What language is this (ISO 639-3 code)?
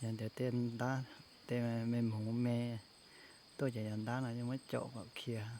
hmn